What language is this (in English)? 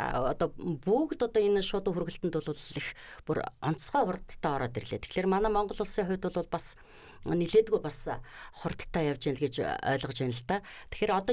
Mongolian